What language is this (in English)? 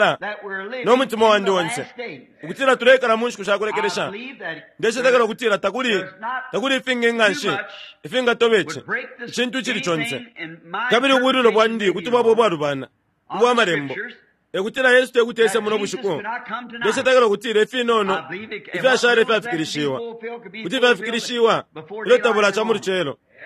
Bemba